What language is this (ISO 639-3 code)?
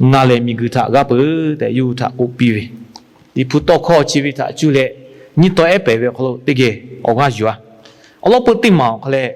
lhu